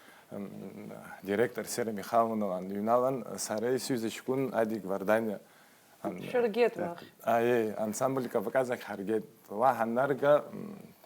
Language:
Abkhazian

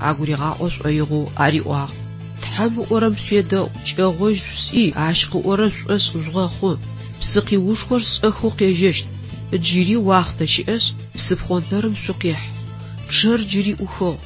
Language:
Adyghe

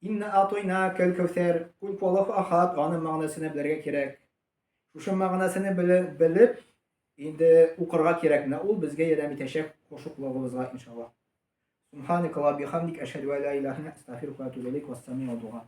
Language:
Tatar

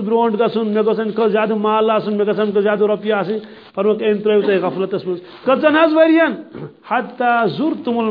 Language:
Kashmiri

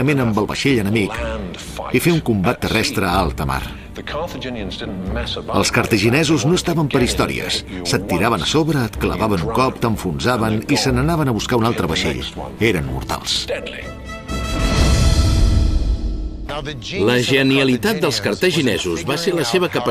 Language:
Catalan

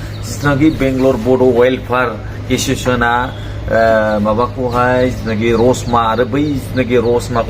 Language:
Bodo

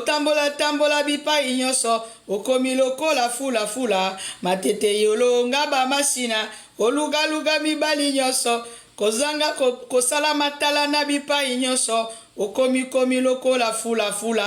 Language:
Lingala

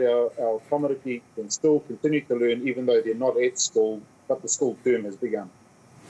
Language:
Māori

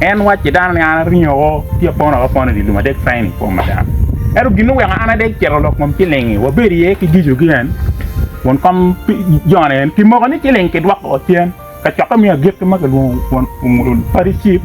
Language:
Acoli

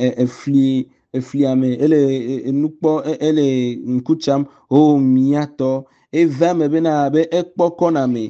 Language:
Ewe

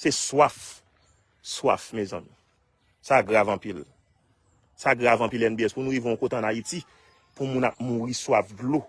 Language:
Haitian Creole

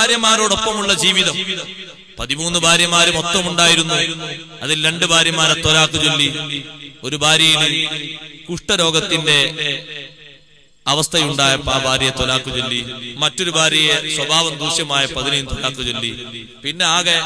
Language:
Malayalam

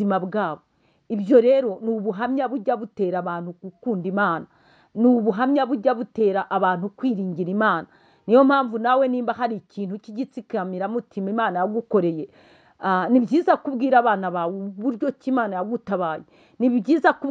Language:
Kinyarwanda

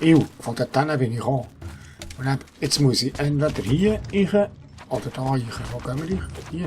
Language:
Swiss German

